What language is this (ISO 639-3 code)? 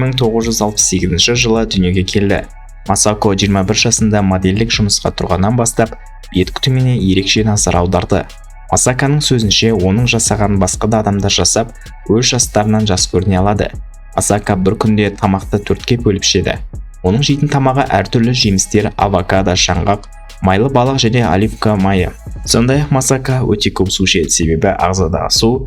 kaz